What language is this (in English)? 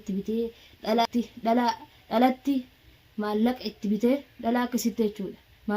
Oromo